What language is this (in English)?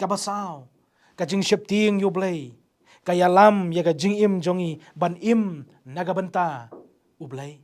Khasi